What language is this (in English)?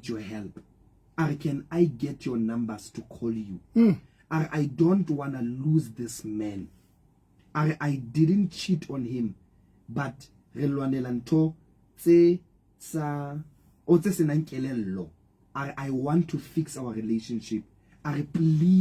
Southern Sotho